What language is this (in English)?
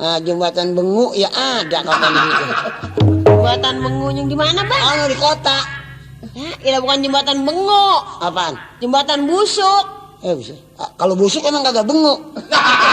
Betawi